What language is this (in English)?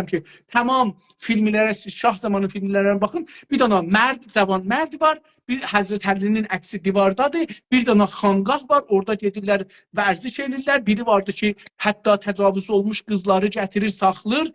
South Azerbaijani